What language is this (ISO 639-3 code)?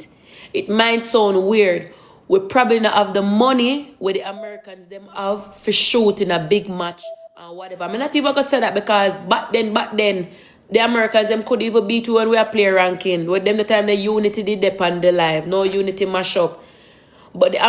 jam